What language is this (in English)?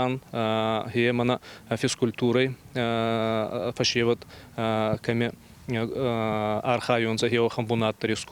Ossetic